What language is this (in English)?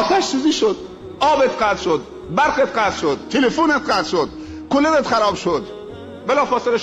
Persian